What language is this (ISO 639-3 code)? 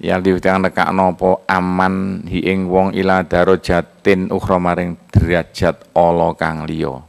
jav